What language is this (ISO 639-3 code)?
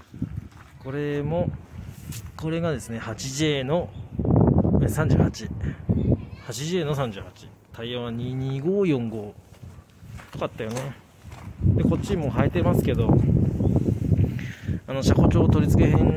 jpn